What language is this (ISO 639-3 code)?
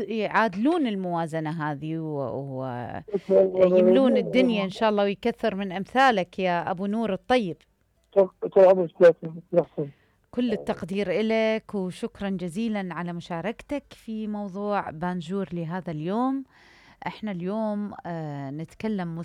acm